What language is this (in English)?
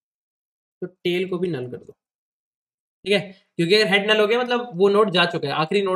Hindi